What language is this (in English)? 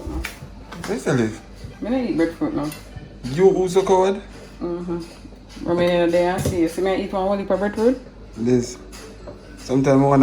Jamaican Creole English